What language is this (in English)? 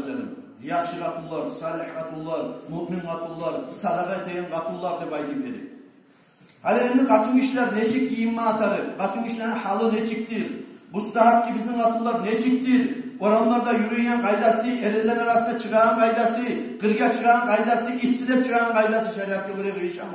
Kumyk